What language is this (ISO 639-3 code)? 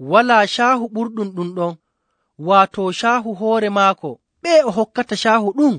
fuv